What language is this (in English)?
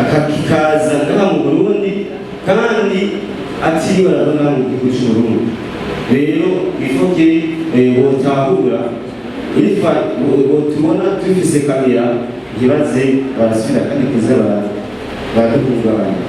Rundi